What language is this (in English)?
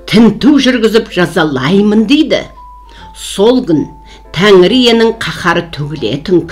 Kazakh